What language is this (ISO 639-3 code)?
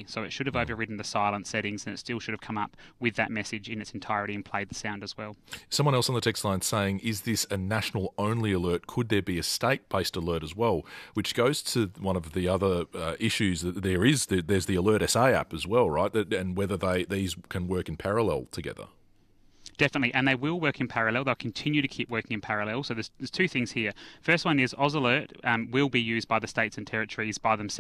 eng